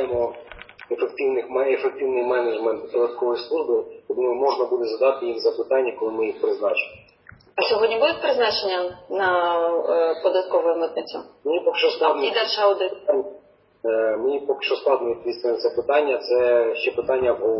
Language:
Ukrainian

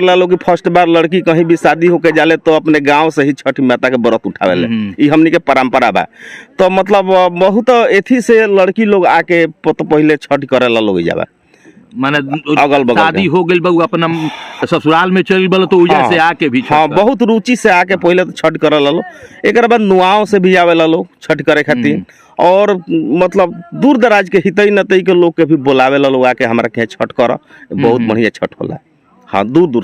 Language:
Bhojpuri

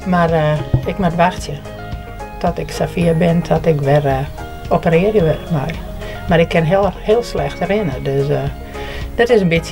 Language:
Western Frisian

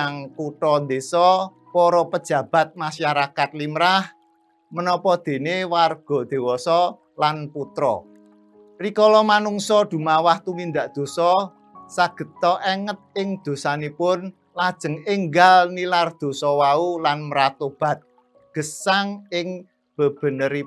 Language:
Javanese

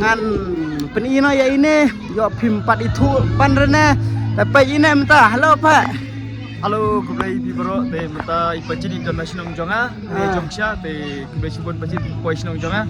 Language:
Khasi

